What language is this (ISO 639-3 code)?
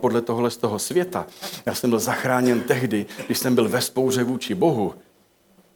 ces